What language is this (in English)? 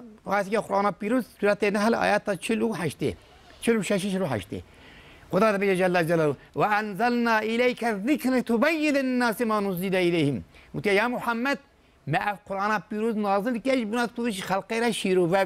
Kurdish